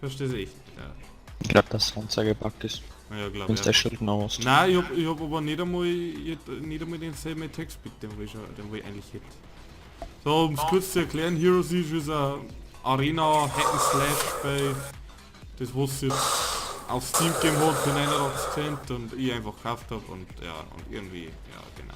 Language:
Bavarian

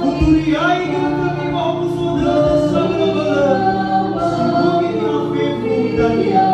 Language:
Nias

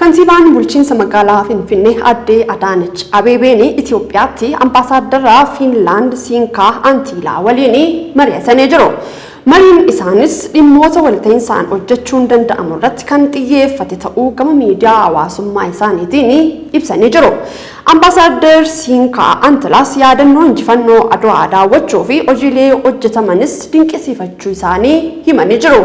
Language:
Oromo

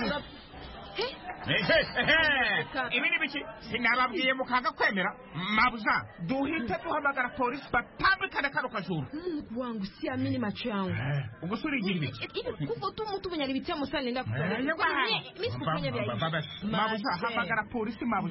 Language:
Kinyarwanda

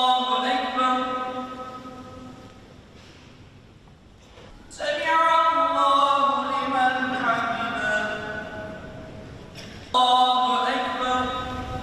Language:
Indonesian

